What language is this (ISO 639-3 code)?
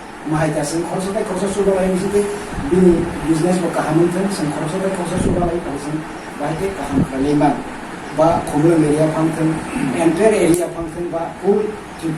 trp